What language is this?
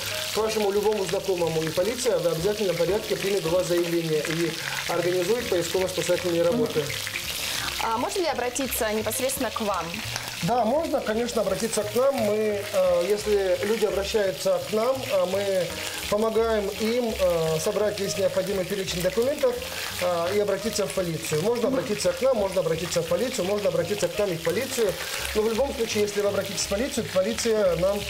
Russian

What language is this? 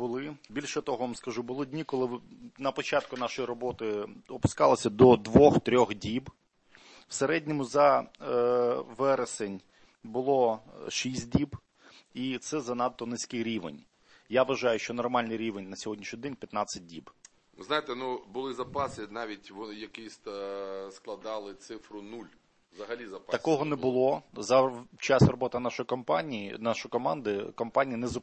Ukrainian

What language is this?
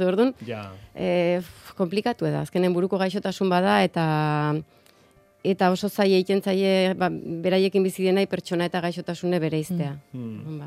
Basque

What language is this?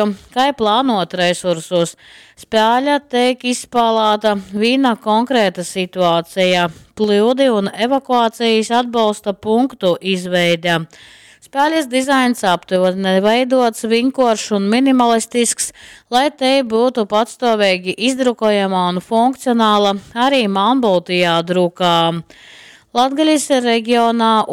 Latgalian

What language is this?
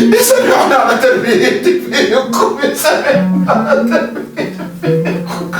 Egyptian Arabic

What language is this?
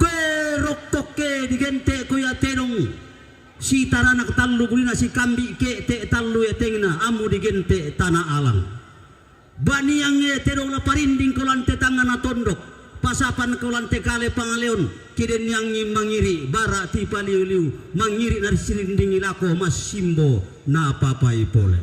Toraja-Sa'dan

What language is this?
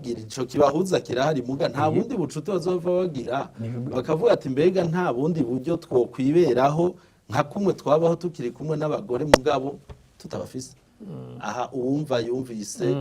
Rundi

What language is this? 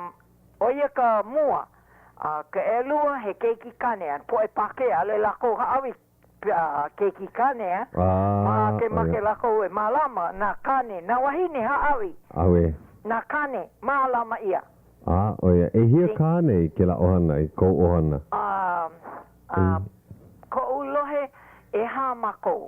Hawaiian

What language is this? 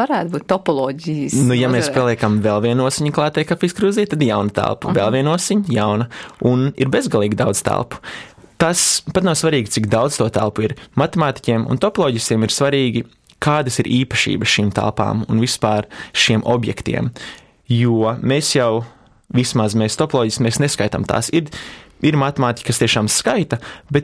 Latvian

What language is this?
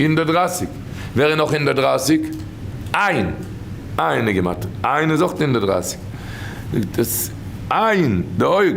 Yiddish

